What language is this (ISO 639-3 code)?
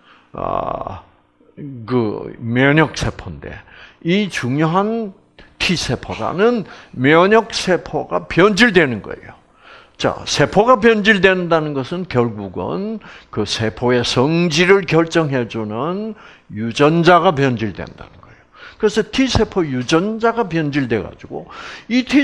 kor